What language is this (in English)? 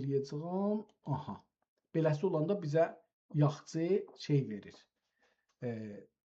South Azerbaijani